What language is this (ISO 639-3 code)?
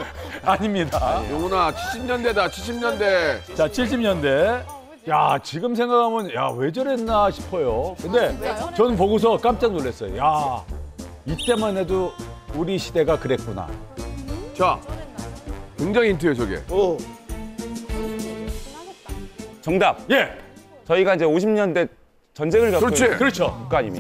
kor